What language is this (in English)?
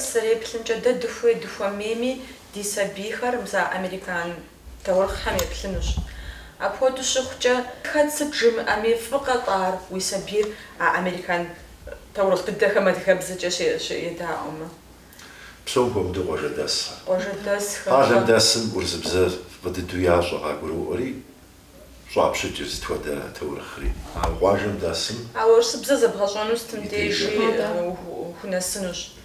Kabardian